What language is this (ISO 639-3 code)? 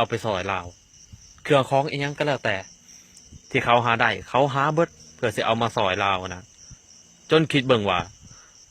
lao